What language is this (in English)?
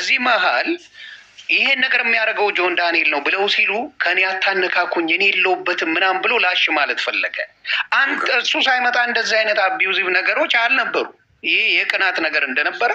Amharic